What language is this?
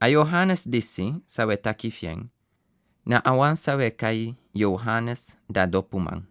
Sranan Tongo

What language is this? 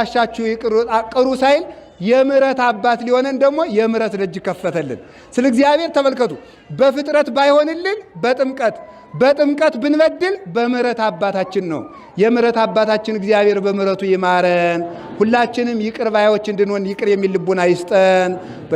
Amharic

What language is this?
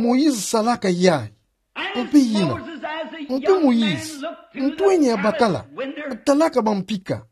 Kituba (Democratic Republic of Congo)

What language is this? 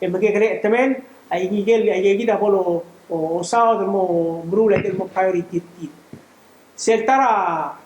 Palauan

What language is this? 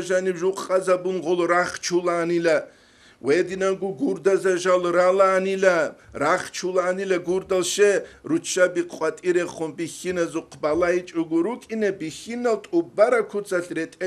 Avaric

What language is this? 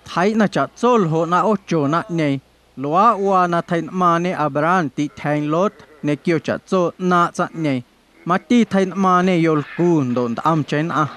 Guerrero Amuzgo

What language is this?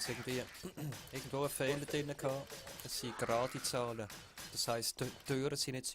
Swiss German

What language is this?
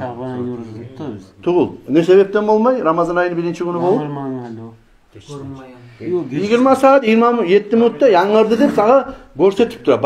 Kumyk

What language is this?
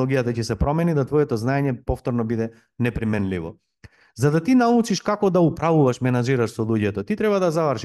Macedonian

